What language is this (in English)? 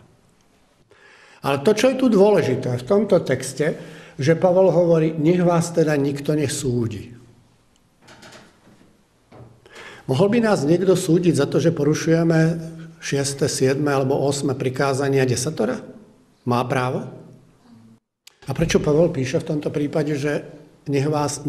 Slovak